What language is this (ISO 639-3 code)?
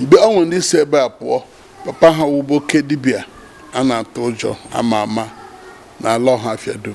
ibo